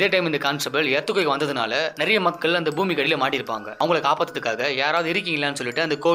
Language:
Tamil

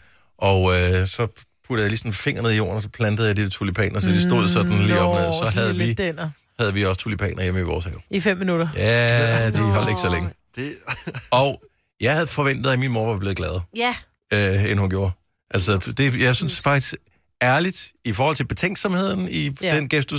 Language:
Danish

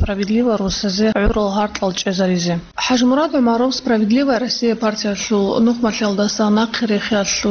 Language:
Avaric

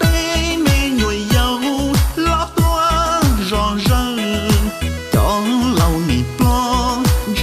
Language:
Hmong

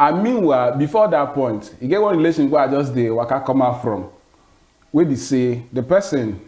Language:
Nigerian Pidgin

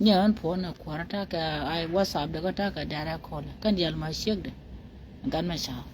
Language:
Nuer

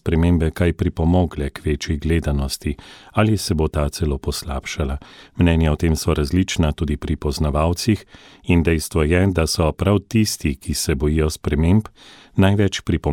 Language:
Slovenian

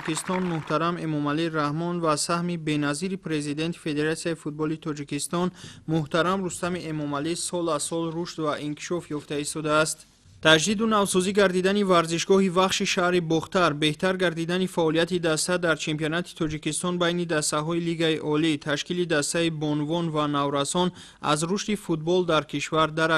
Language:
Tajik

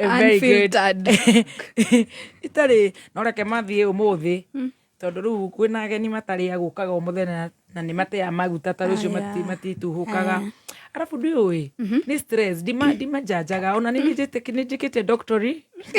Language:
Kikuyu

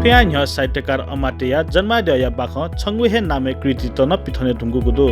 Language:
Newari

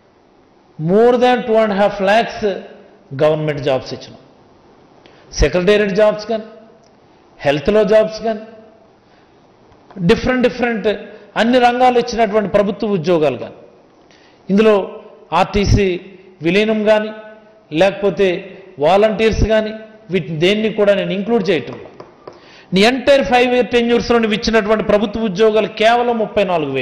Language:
Telugu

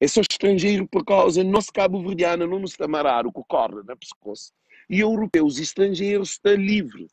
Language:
Kabuverdianu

